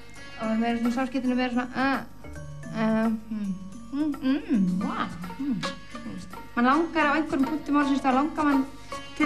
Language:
Icelandic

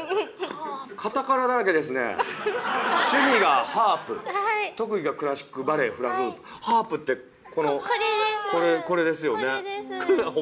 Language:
Japanese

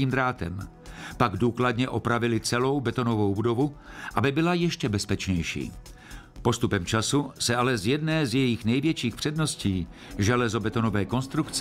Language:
Czech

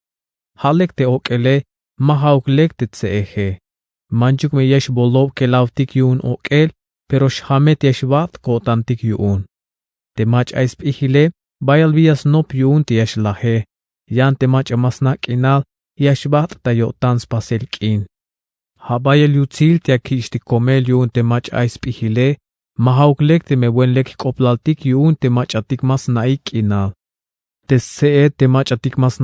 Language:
Tzeltal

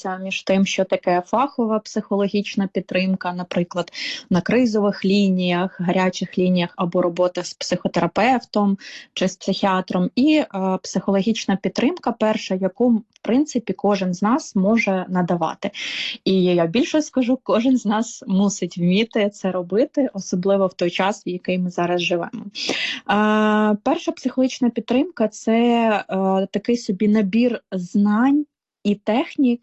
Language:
Ukrainian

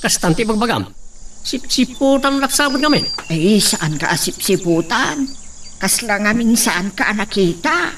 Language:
Iloko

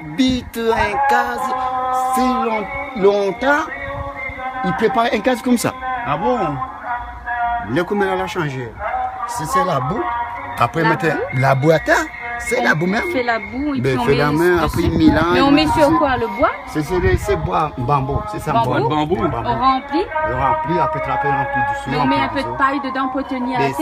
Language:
Réunion Creole French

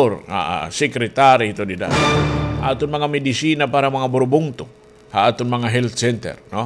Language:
Waray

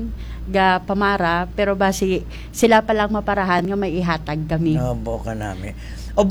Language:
Hiligaynon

